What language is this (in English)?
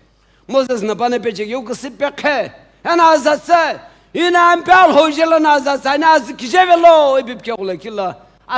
Sumi Naga